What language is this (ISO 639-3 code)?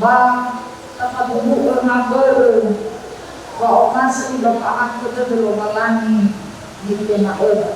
nia